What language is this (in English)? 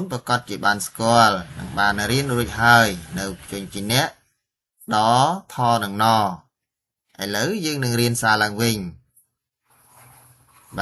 Khmer